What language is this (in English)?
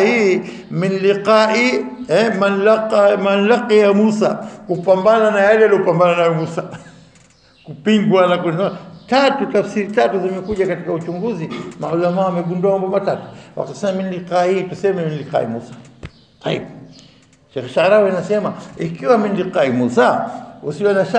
Swahili